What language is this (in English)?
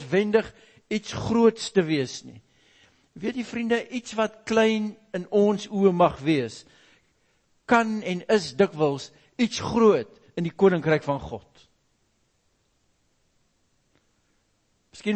Afrikaans